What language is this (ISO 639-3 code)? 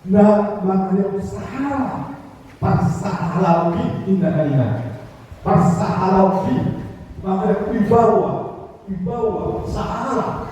bbc